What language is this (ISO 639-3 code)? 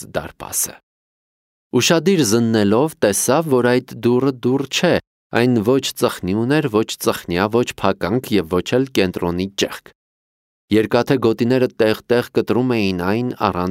hye